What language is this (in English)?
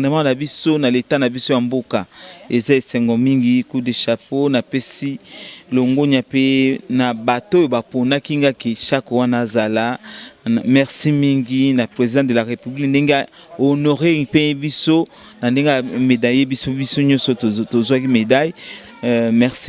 Lingala